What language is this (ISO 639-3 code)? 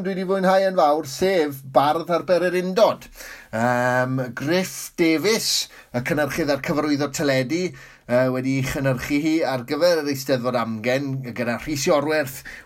cym